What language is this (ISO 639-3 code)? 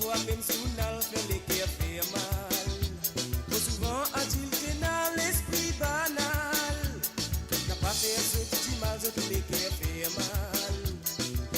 mfe